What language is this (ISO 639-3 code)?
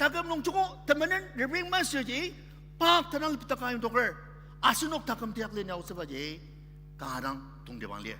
njo